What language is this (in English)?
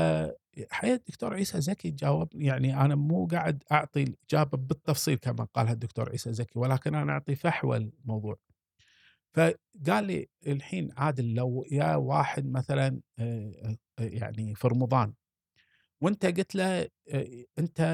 Gulf Arabic